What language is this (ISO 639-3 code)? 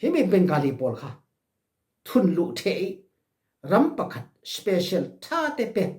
cfm